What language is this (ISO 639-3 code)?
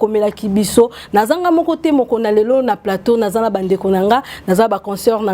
lin